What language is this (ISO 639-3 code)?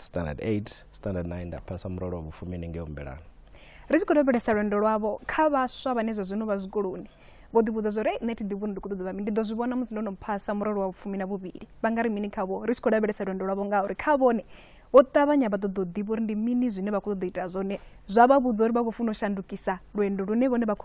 ven